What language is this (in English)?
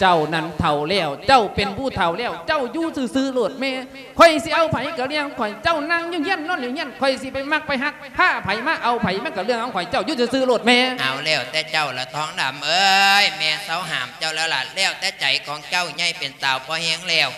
Lao